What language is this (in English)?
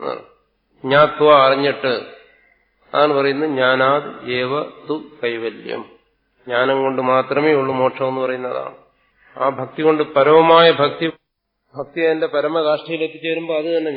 Malayalam